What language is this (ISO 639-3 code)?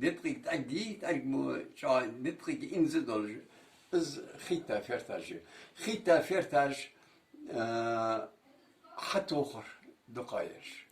inh